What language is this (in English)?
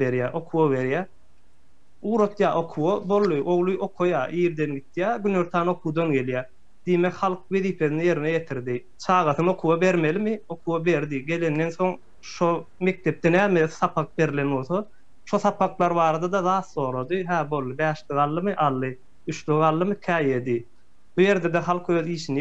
Turkmen